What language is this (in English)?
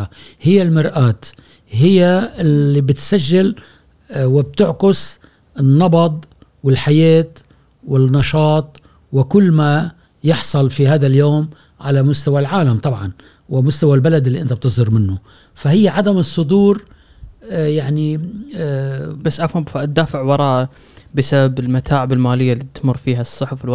Gulf Arabic